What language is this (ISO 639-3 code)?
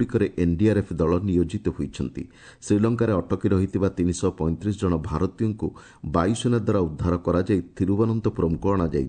ori